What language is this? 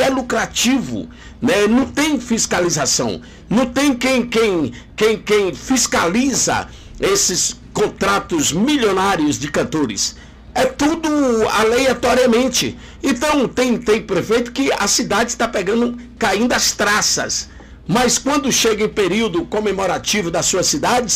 Portuguese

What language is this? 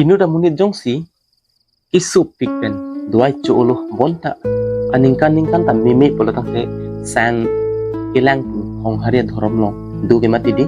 Karbi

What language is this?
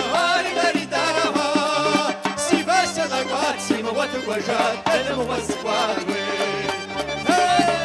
Kabardian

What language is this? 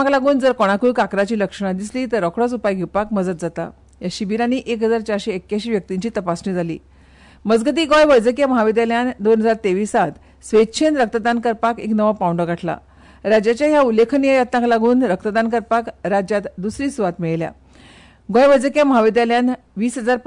Konkani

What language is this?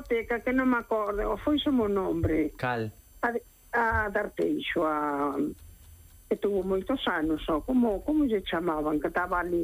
Galician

